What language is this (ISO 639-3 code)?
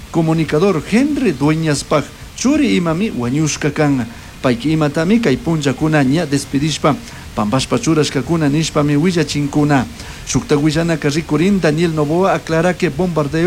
qug